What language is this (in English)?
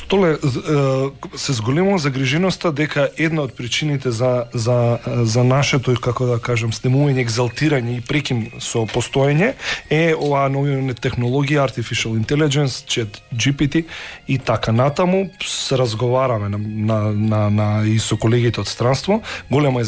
Macedonian